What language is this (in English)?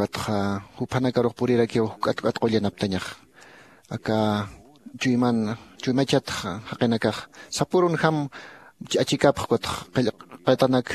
Aymara